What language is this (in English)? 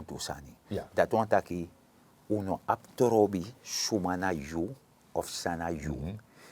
Sranan Tongo